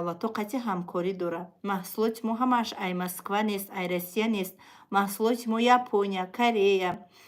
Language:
Tajik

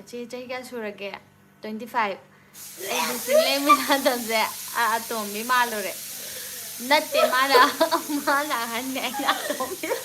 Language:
Manipuri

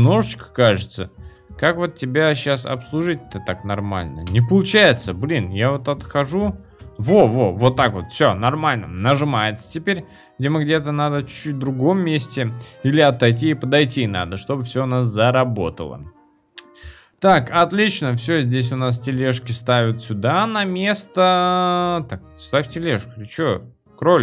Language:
Russian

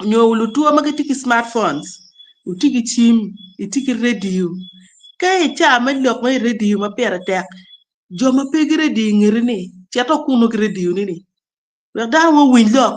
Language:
Acoli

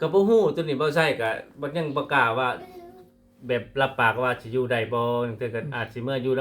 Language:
Lao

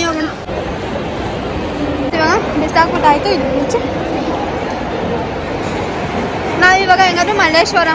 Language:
Kannada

